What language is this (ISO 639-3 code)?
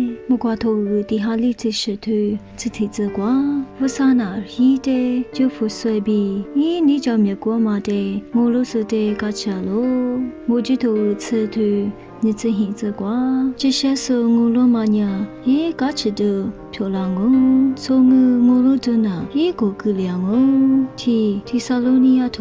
lis